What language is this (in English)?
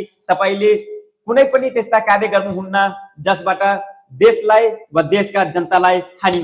Nepali